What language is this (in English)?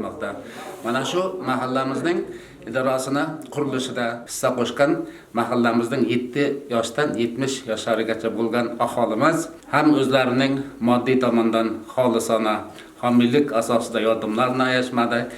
Uzbek